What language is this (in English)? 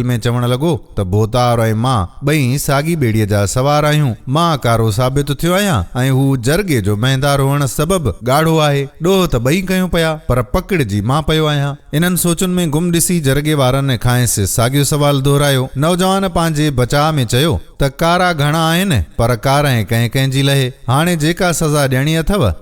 Sindhi